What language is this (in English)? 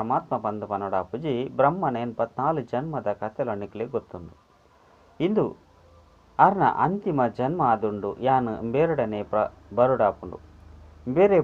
Tulu